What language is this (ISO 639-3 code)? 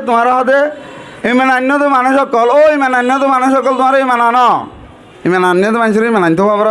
rhg